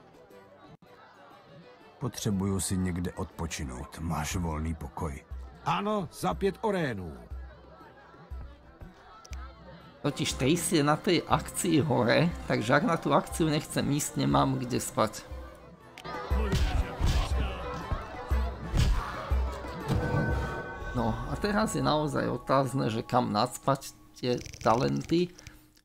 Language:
Slovak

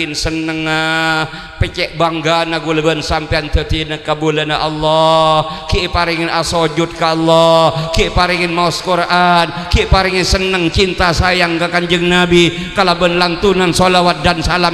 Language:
Madurese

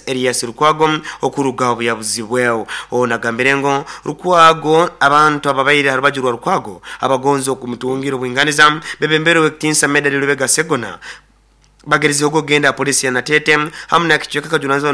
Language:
Nyoro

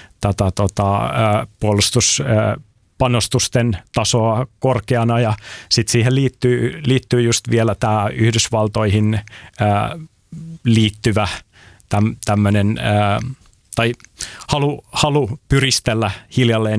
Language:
Finnish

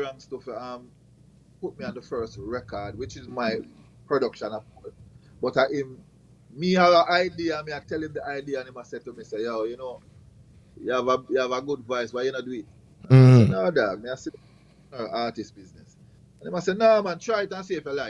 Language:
Jamaican Creole English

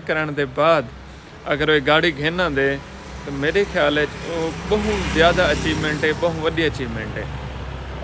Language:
Saraiki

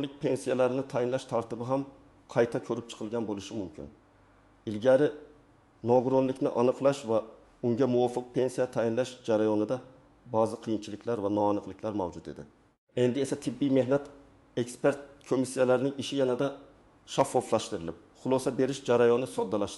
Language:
Uzbek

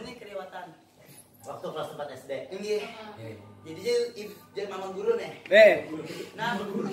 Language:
Banjar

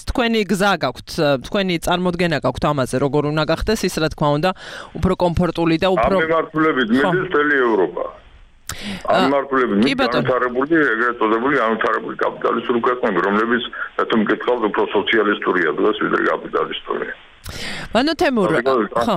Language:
Georgian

